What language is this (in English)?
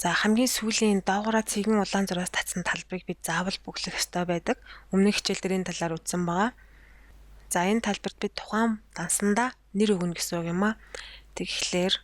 Mongolian